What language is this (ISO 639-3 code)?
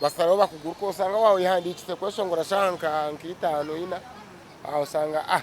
nyn